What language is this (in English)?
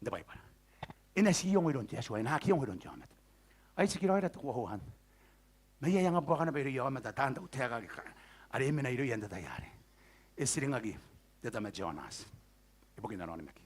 Gilbertese